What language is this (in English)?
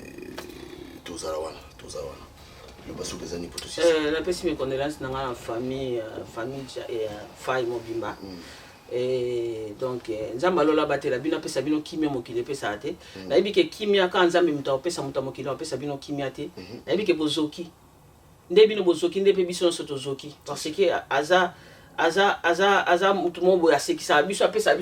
Lingala